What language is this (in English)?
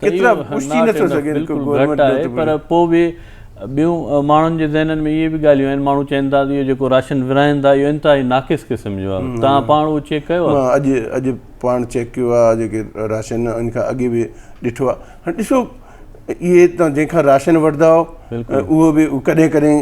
Sindhi